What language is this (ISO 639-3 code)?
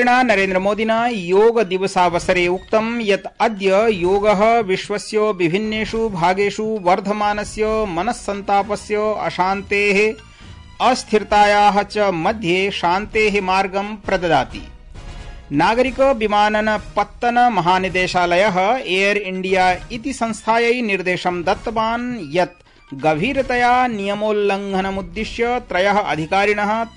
san